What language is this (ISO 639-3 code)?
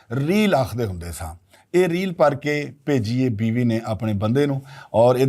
lah